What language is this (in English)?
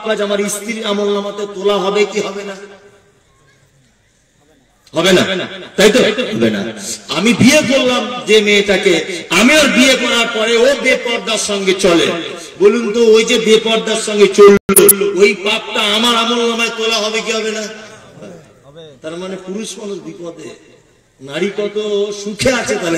Bangla